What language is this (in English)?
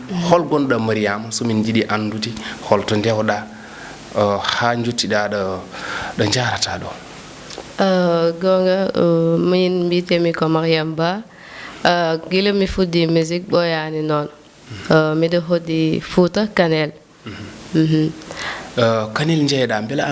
Fula